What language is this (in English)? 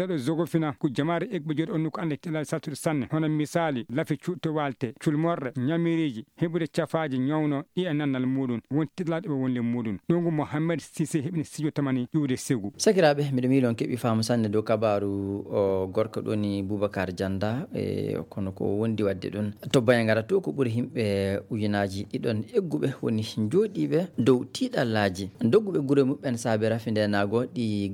Fula